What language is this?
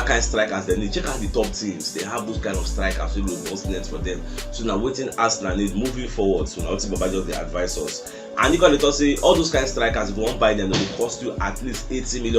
Nigerian Pidgin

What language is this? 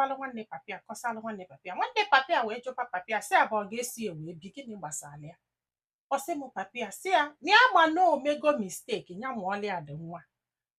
Igbo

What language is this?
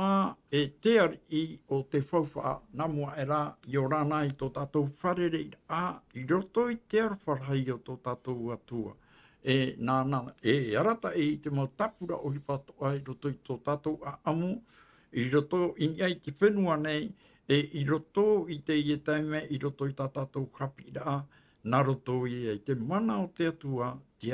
Tahitian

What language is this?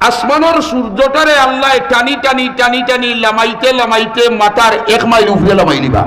Sylheti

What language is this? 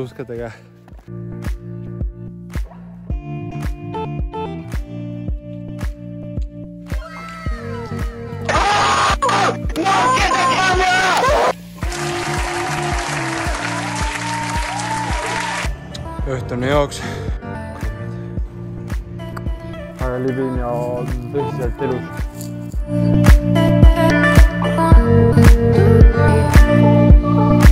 Estonian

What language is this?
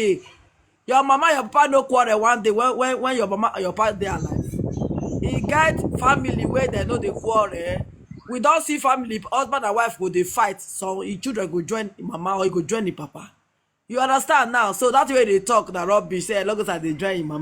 Nigerian Pidgin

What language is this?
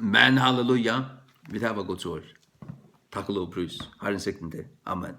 Faroese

